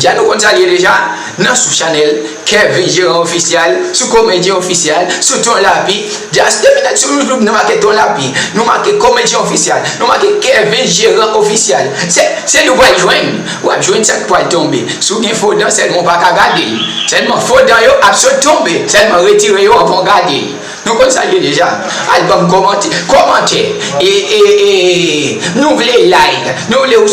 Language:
Haitian Creole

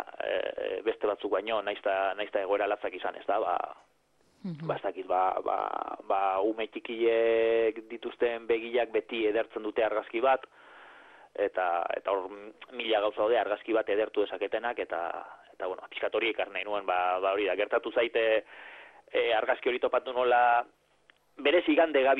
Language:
Basque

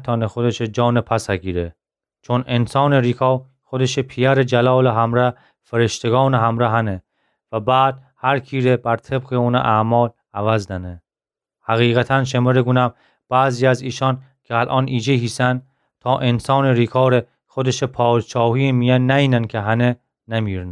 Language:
Gilaki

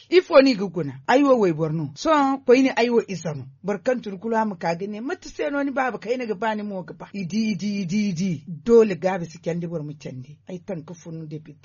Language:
Zarma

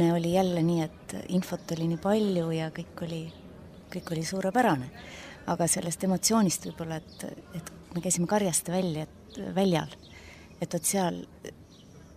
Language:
Estonian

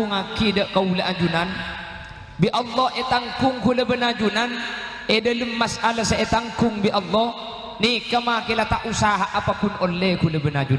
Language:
Madurese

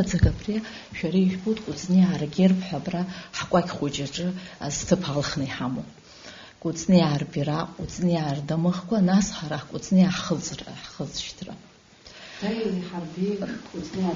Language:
Abkhazian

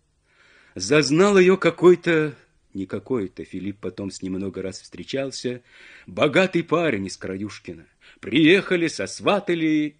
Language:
Russian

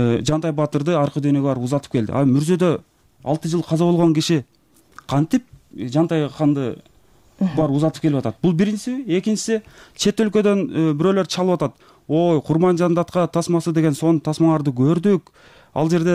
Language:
Kyrgyz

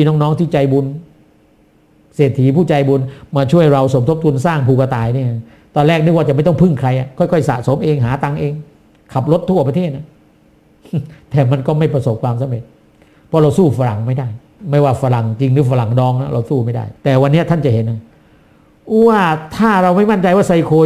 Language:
Thai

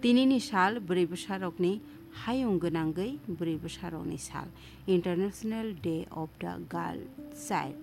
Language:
Kok Borok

